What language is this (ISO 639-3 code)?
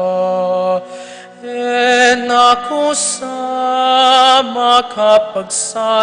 pam